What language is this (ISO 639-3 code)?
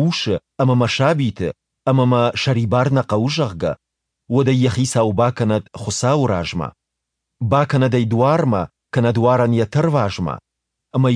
oss